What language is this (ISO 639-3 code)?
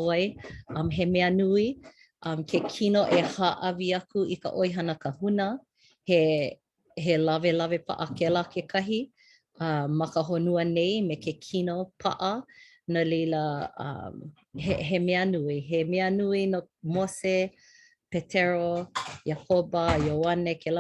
haw